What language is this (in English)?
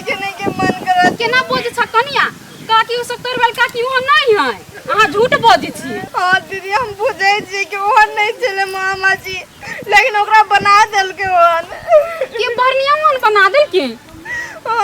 Maithili